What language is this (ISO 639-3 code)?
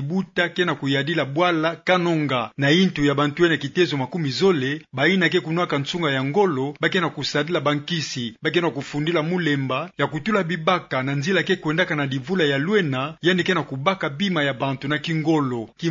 ktu